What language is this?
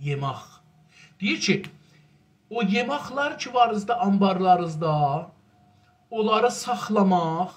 South Azerbaijani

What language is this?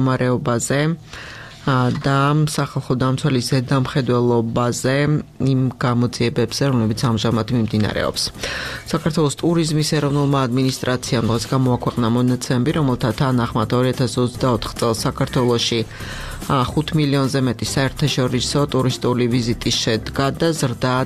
Georgian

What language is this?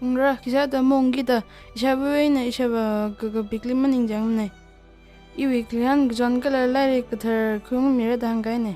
Tangkhul Naga (India)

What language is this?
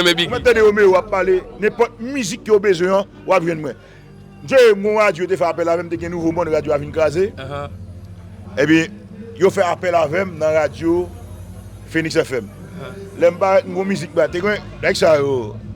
Haitian Creole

